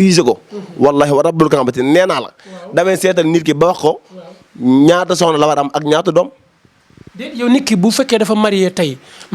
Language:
Wolof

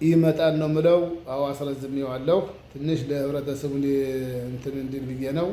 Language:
Amharic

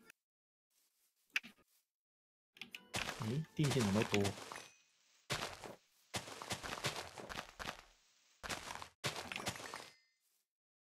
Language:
Chinese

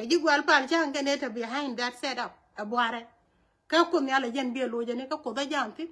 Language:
Nuer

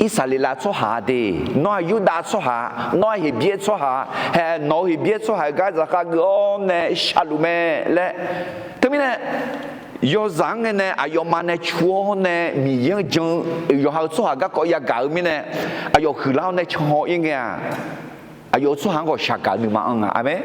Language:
Akha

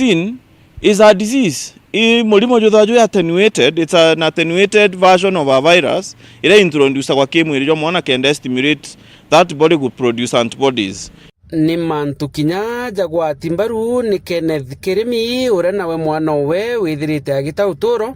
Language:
Meru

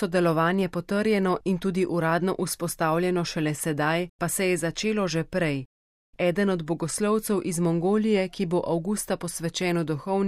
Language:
Slovenian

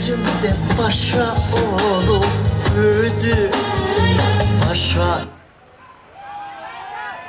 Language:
Turkish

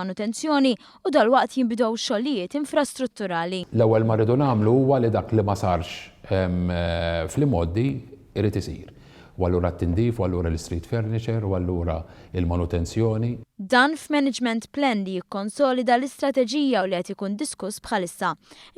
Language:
Maltese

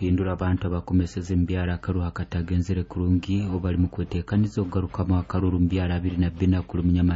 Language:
Nyoro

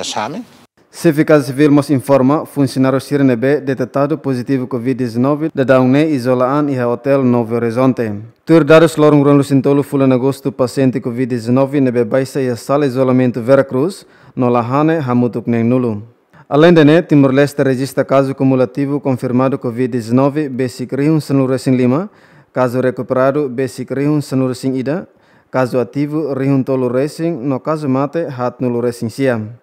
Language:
Tetum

